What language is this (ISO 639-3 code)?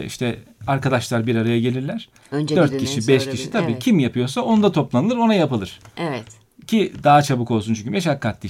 tur